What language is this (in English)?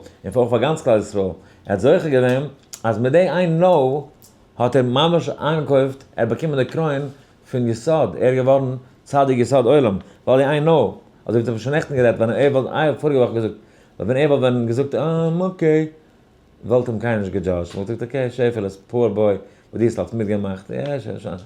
Yiddish